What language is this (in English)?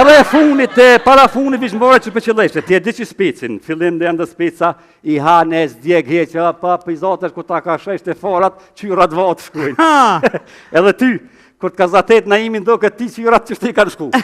Albanian